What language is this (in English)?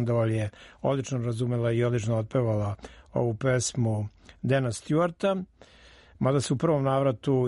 Serbian